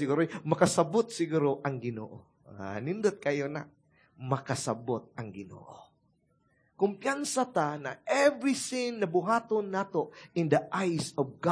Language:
Cebuano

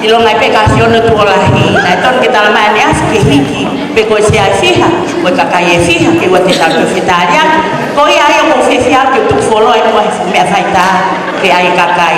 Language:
Tongan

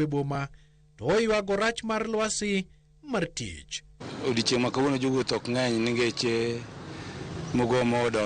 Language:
Luo (Kenya and Tanzania)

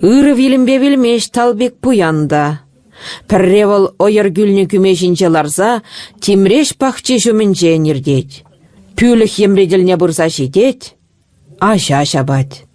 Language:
Chuvash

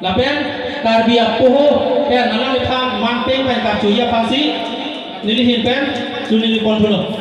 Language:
Karbi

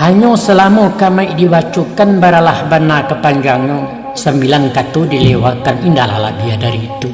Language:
Minangkabau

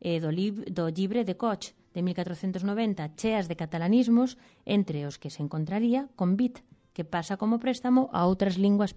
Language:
Galician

